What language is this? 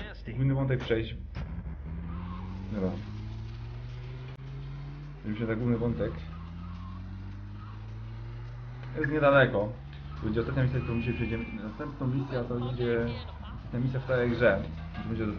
Polish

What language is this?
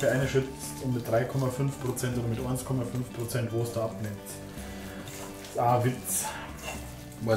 Bavarian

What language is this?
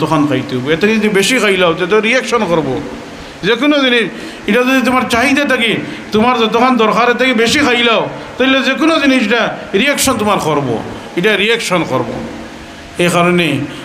Sylheti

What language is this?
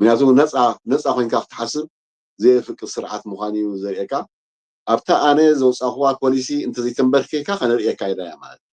Tigrinya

